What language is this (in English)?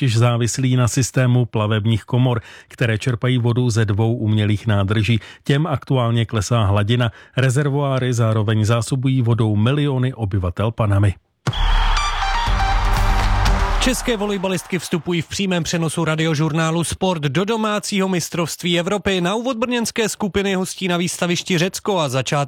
Czech